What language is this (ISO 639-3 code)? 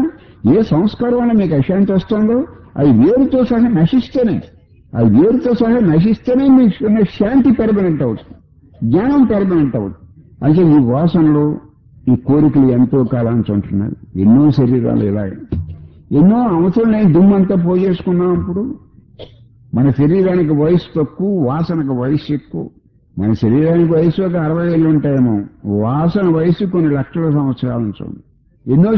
tel